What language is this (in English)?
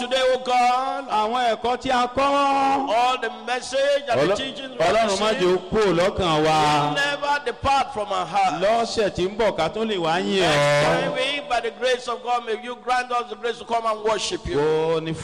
Yoruba